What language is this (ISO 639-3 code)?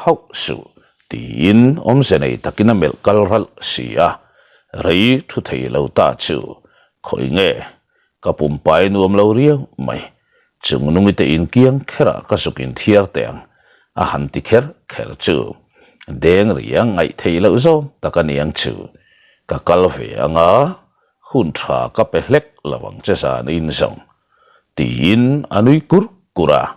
lus